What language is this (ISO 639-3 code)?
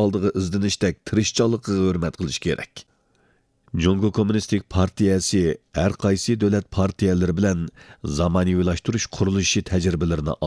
uig